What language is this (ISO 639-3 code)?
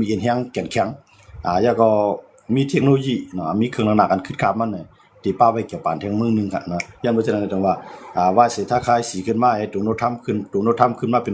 shn